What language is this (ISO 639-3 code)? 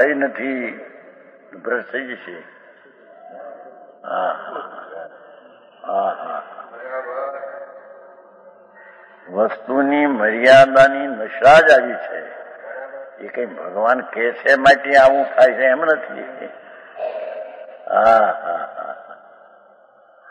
guj